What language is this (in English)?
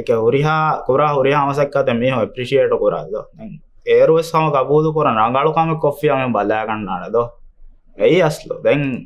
Divehi